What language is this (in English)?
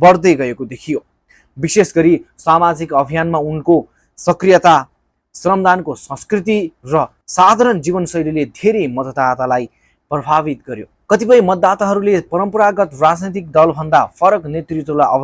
Nepali